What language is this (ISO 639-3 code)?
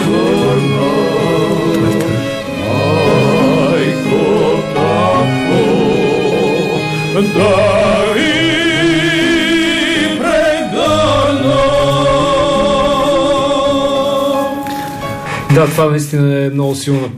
bul